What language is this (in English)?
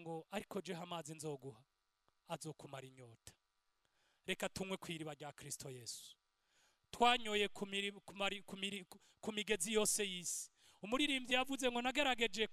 Rundi